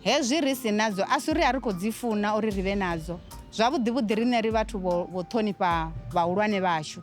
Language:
Venda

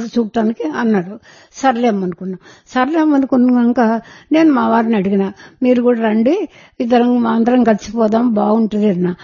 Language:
Telugu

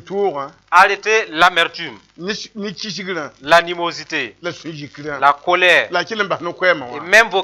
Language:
Mossi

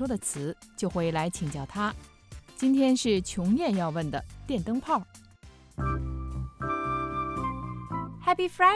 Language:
Chinese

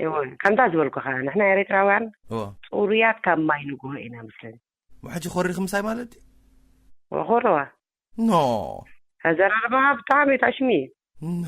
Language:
Tigrinya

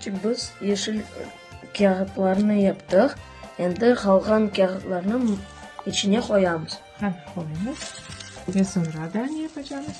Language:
Crimean Tatar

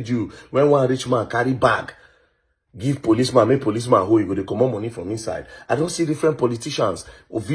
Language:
Nigerian Pidgin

